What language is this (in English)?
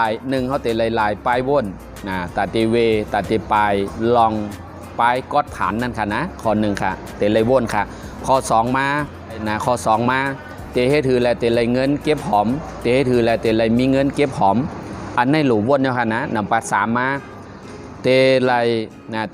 Shan